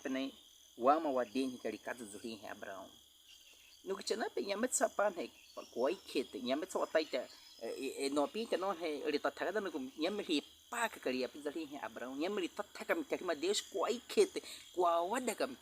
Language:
Baniwa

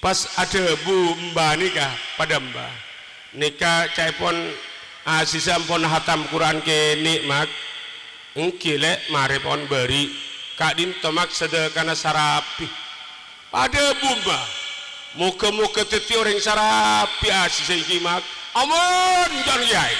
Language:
Madurese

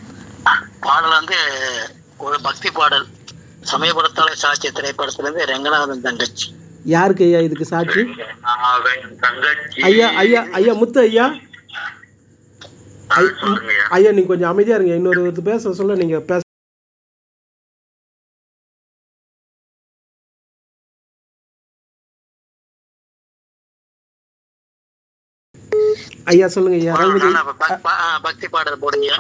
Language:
Tamil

